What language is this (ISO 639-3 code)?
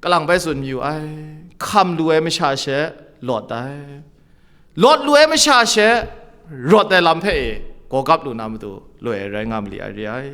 kac